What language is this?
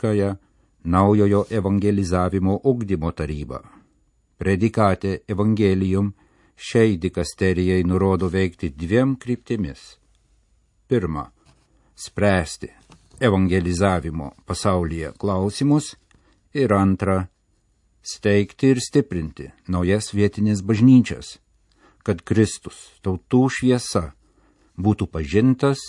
Lithuanian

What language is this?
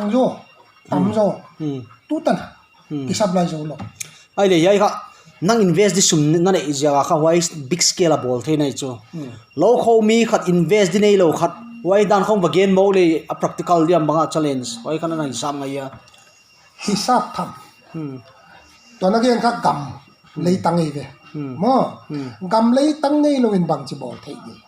Paite Chin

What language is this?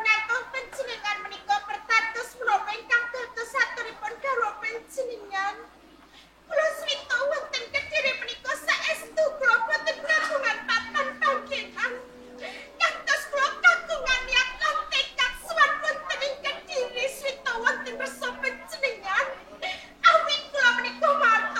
Javanese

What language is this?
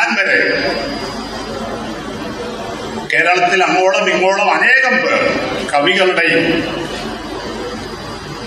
Malayalam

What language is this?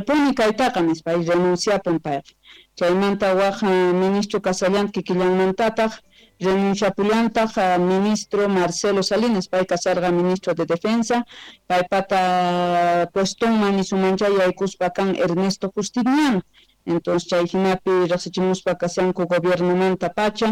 Quechua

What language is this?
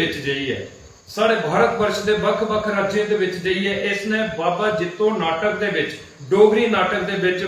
Dogri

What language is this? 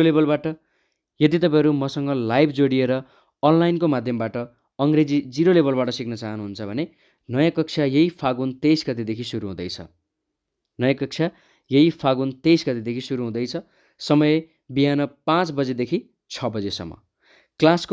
Nepali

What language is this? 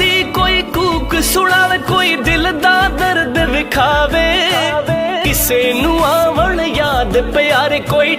Pahari-Potwari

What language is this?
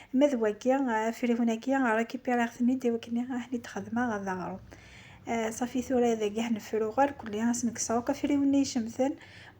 Kabyle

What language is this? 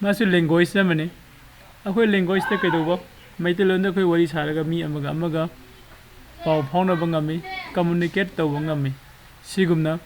Manipuri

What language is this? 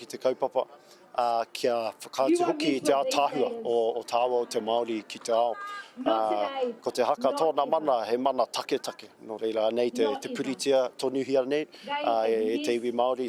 Māori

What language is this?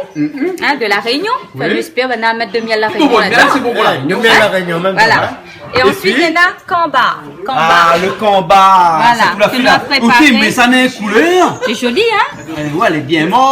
Réunion Creole French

